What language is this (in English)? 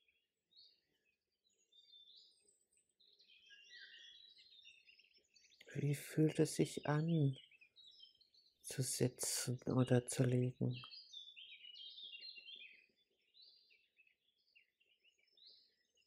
German